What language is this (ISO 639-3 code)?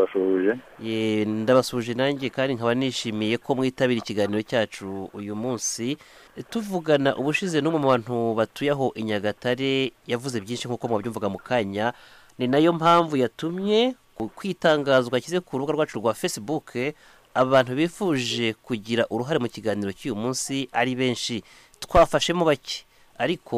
kin